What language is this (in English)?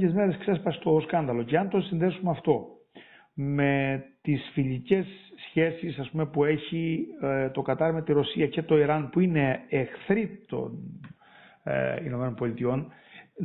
Greek